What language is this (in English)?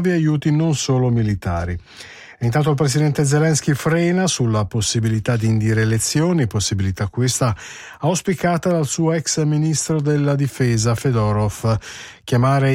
Italian